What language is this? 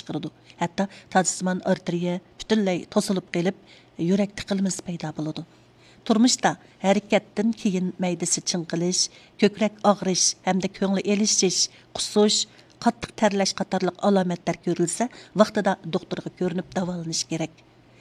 Uyghur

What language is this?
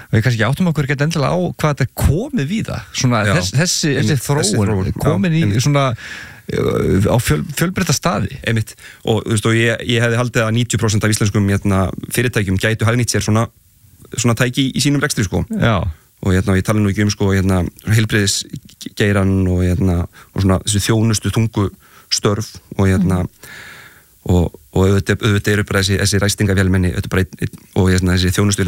Icelandic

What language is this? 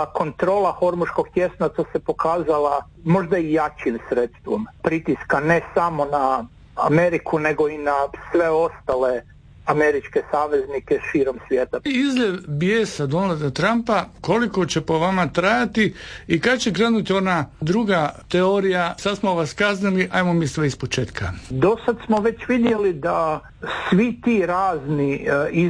Croatian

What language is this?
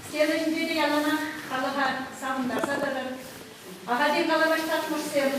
Chuvash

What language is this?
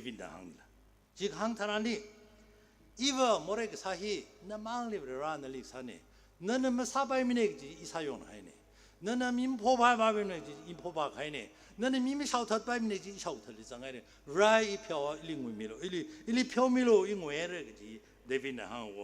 Tangkhul Naga (India)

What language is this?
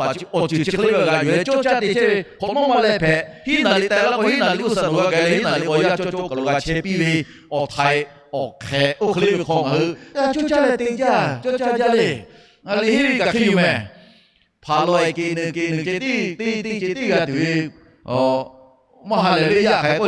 Lahu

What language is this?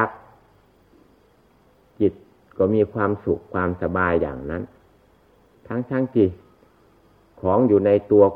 Thai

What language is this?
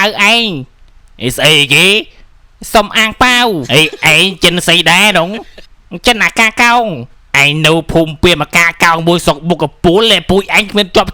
Khmer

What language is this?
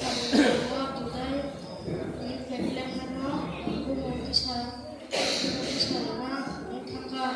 Kok Borok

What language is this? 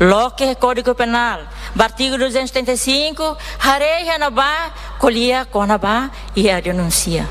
Tetum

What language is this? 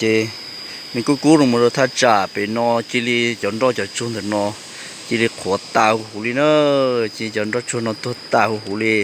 Hmong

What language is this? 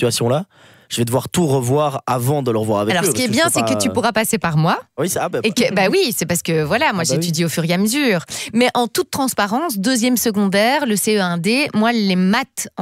French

